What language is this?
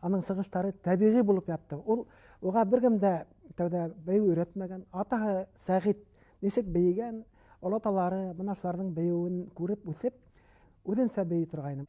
Bashkir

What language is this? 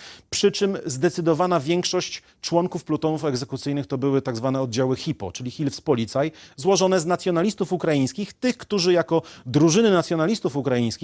Polish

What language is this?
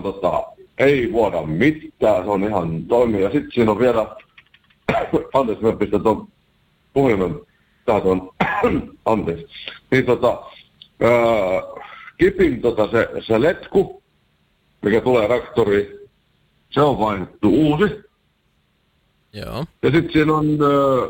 Finnish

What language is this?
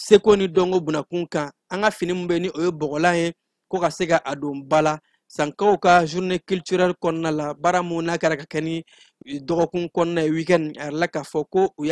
Bambara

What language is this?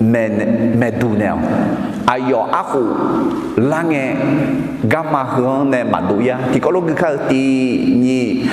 Akha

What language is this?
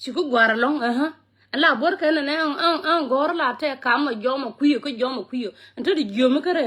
Nuer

